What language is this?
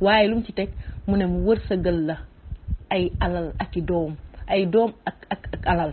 Wolof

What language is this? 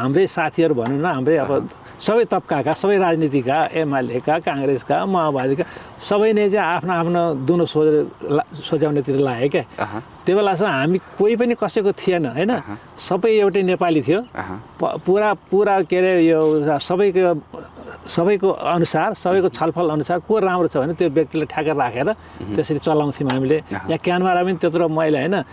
Nepali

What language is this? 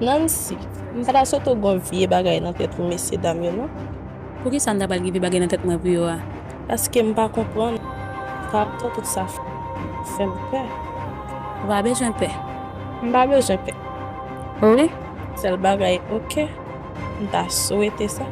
Haitian Creole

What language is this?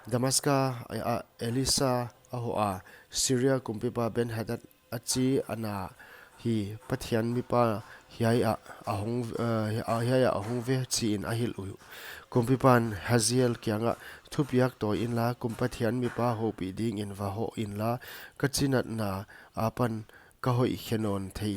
Paite Chin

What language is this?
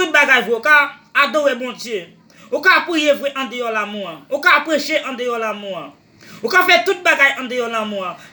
Haitian Creole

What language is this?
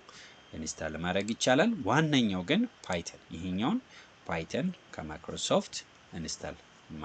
Amharic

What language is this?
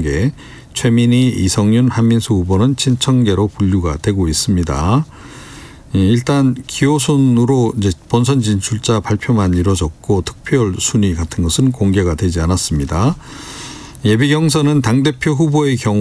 Korean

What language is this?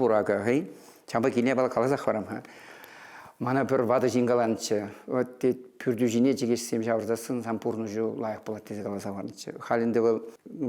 Chuvash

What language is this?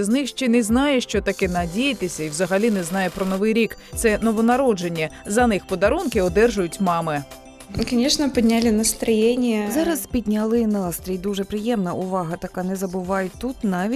Ukrainian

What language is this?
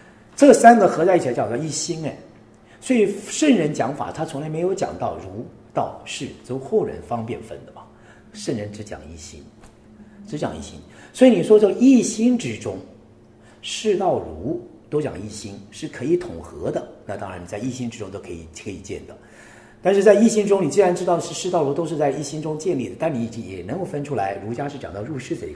Chinese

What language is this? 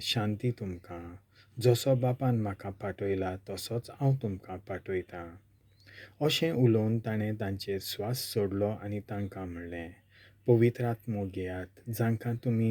Konkani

